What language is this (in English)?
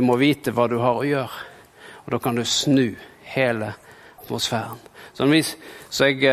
Norwegian